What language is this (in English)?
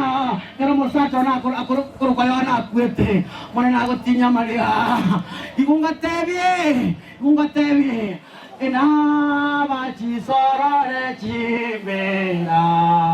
Gusii